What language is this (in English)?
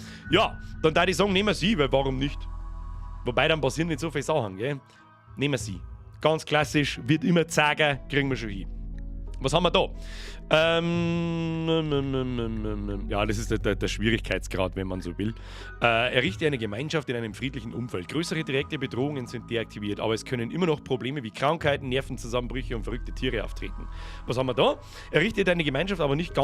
Bavarian